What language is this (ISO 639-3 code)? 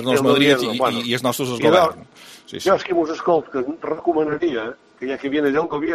cat